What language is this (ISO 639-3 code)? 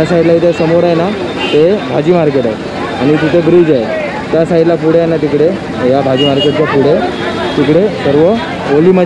mar